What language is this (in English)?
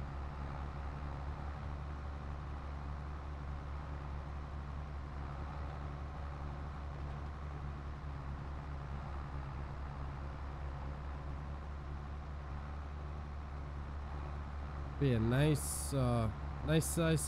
English